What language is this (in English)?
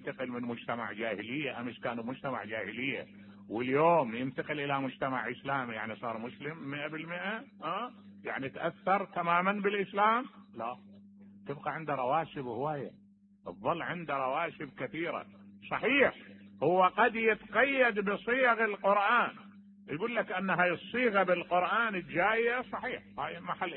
Mesopotamian Arabic